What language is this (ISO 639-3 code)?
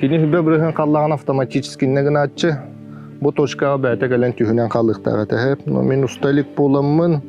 sah